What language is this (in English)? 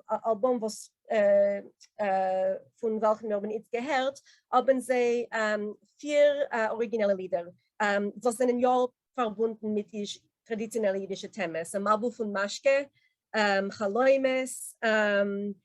Yiddish